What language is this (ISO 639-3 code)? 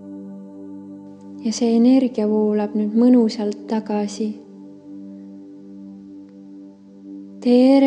est